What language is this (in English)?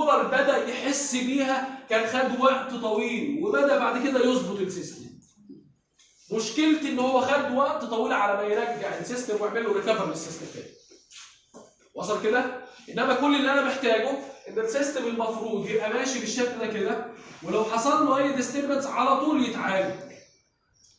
Egyptian Arabic